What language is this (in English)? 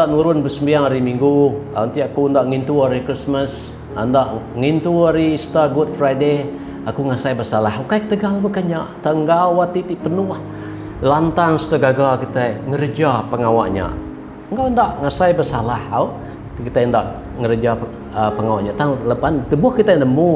Iban